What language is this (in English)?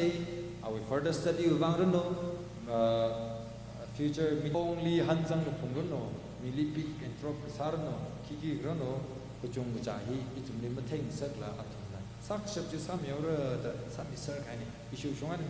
Tangkhul Naga (India)